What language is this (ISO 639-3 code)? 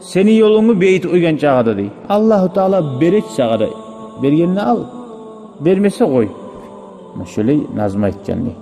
kum